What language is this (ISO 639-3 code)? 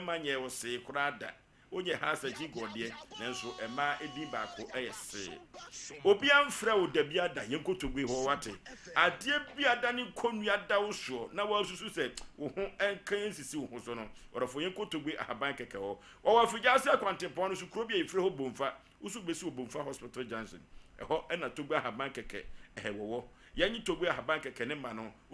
aka